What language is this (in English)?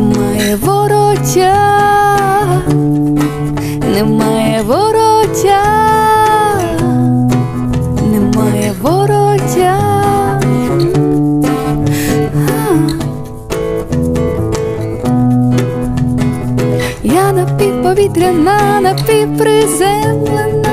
Ukrainian